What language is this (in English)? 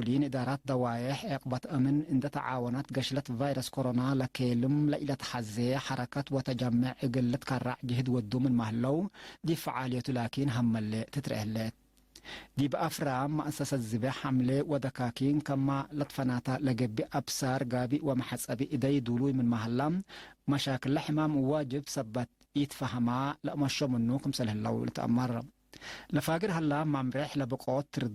Tigre